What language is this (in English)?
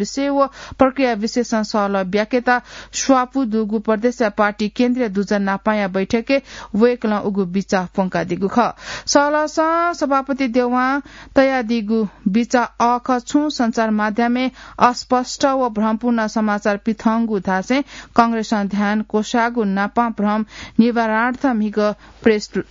Newari